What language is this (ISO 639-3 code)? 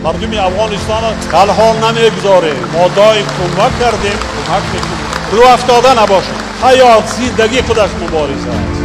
tgk